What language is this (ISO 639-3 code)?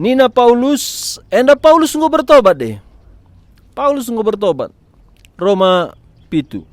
btx